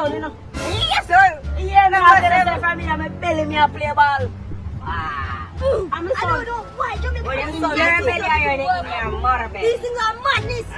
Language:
Jamaican Creole English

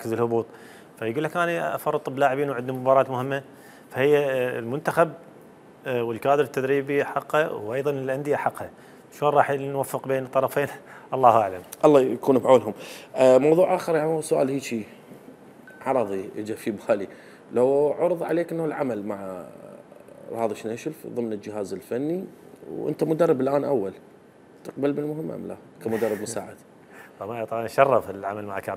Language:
Mesopotamian Arabic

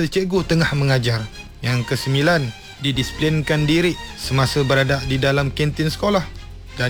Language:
Malay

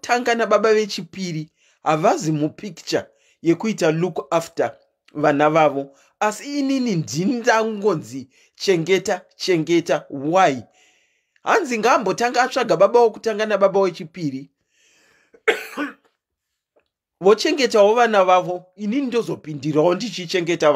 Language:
Shona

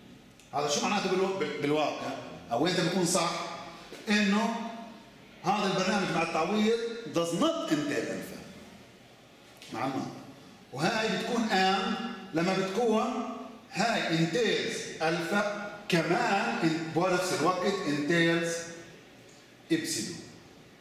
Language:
South Levantine Arabic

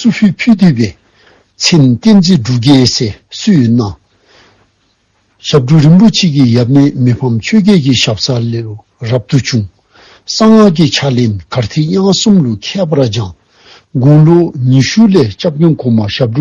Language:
Dzongkha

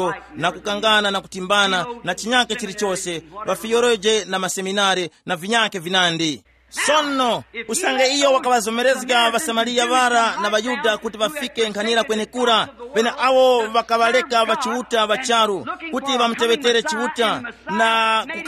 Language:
Tumbuka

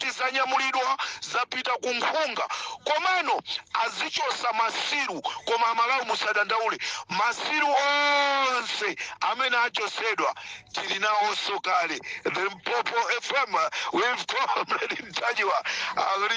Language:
Nyanja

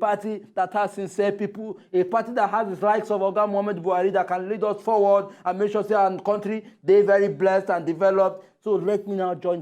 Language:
Nigerian Pidgin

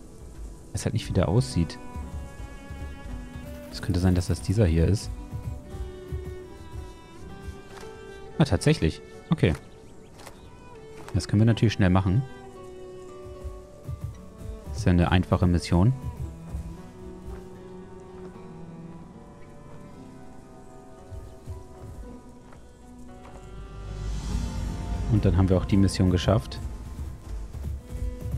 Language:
German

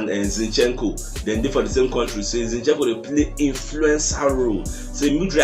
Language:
Nigerian Pidgin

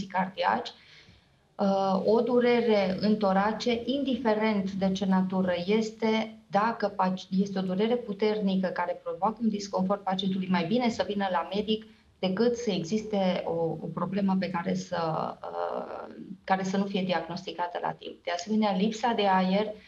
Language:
Romanian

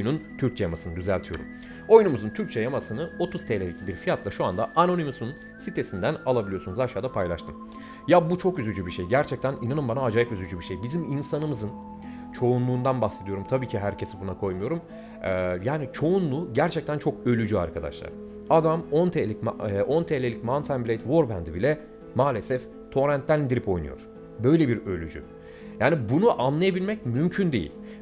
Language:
Turkish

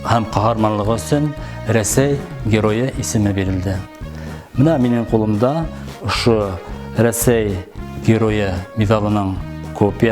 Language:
Bashkir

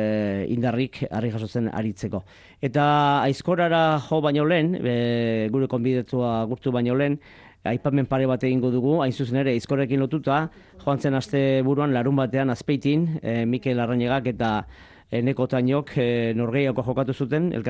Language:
Basque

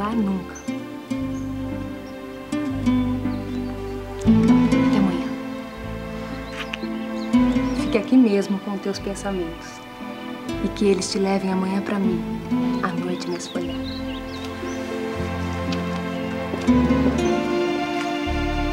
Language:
Portuguese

